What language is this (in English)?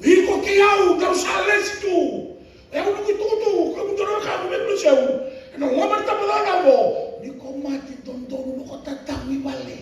Fijian